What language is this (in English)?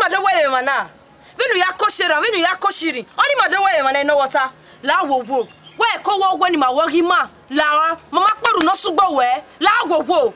Bini